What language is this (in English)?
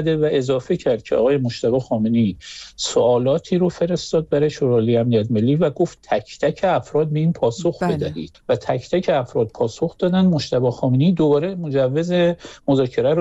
Persian